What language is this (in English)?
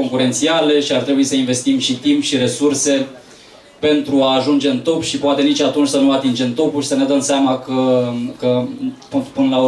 Romanian